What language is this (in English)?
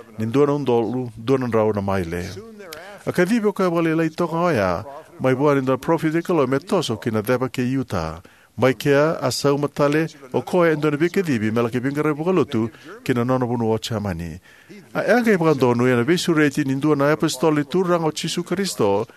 Fijian